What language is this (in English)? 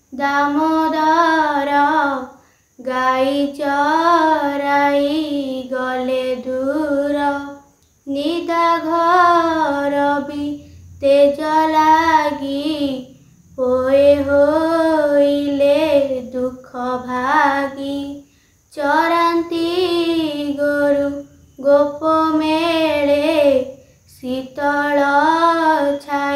Odia